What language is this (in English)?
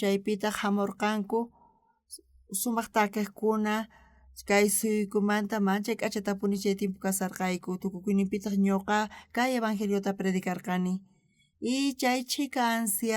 South Bolivian Quechua